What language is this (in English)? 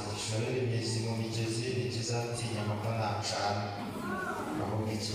Kinyarwanda